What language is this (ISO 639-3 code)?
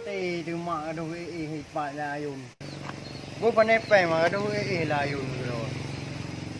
ace